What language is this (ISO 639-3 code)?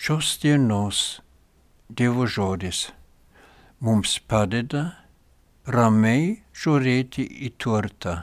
lit